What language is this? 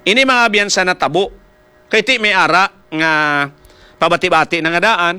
Hiligaynon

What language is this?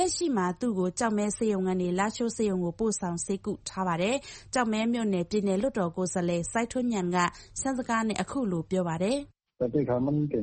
Burmese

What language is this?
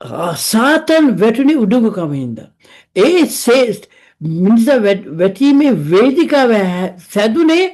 Sinhala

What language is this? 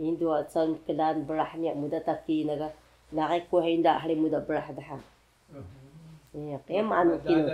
Taroko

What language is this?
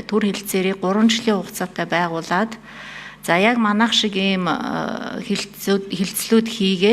Mongolian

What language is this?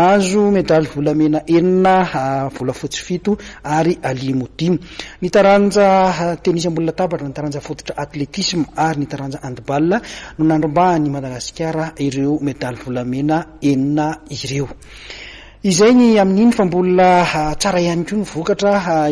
Malagasy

